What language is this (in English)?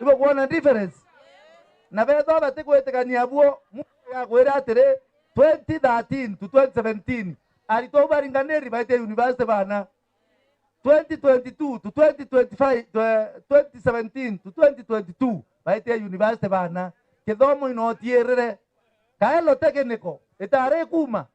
Meru